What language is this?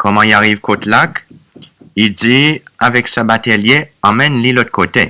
Seselwa Creole French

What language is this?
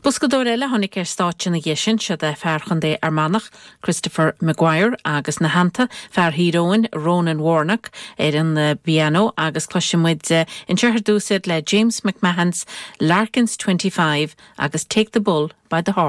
Irish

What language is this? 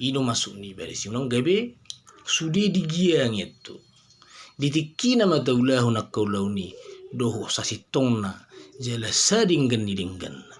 Batak Toba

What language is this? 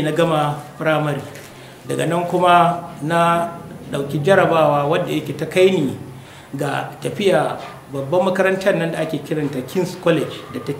Hausa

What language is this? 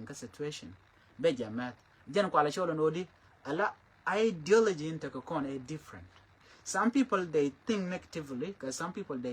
Nuer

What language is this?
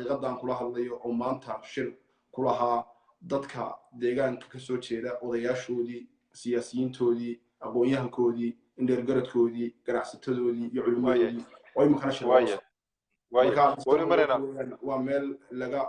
Somali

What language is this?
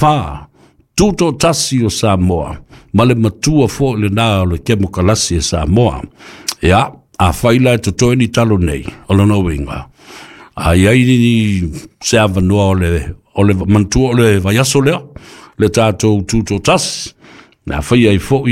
Samoan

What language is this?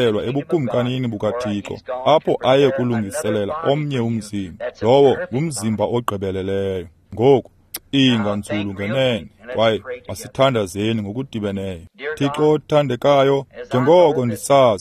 Xhosa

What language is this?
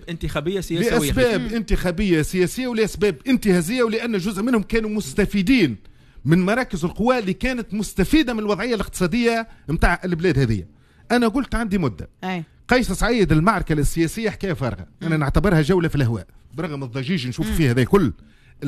Tunisian Arabic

